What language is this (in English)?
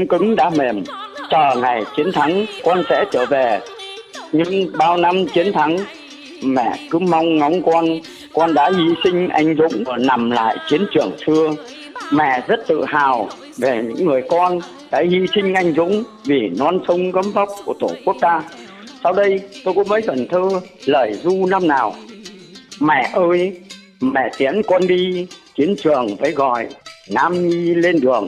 Vietnamese